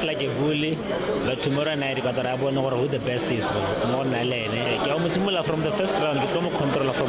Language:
Tswana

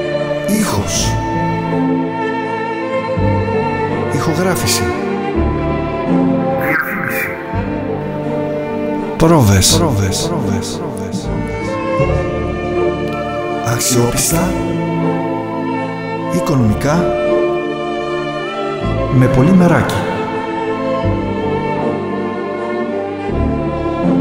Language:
Greek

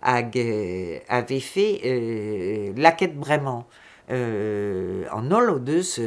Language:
Breton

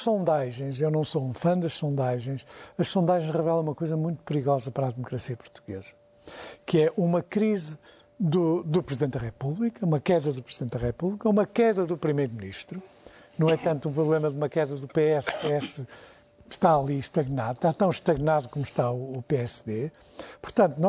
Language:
Portuguese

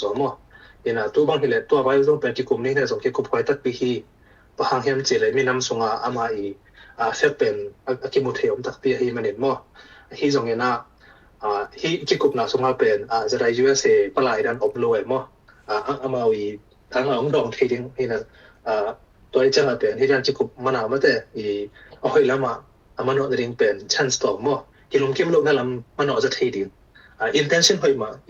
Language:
Tedim Chin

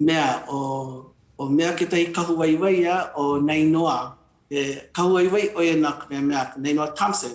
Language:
Hawaiian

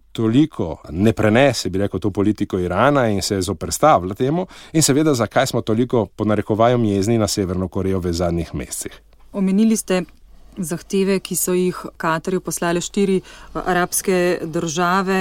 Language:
Slovenian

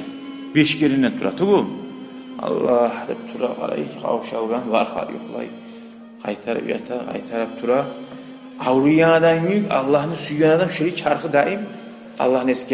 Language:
Kumyk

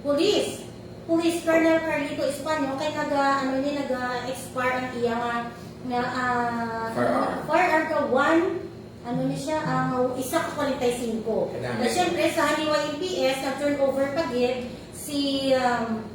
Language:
Hiligaynon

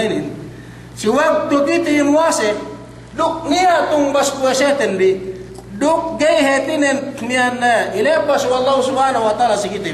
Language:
Yakan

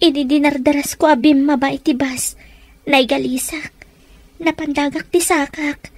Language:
Iloko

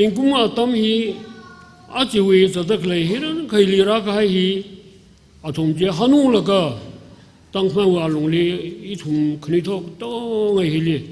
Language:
Tangkhul Naga (India)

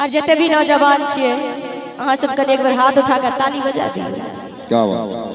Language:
Maithili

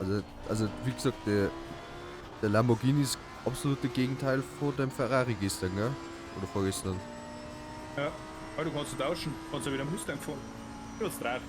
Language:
Bavarian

